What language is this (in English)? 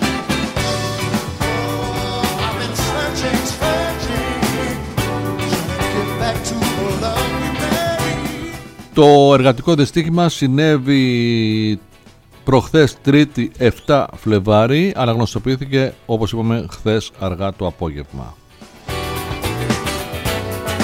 Greek